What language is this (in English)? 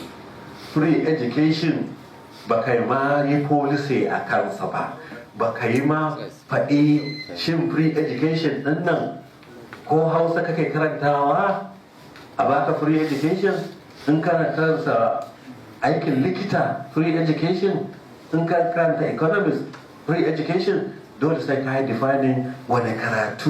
Hausa